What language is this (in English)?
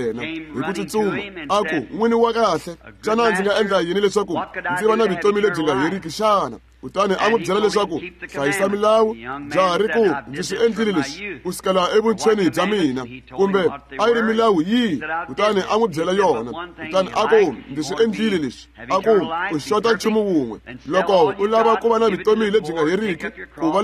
Tsonga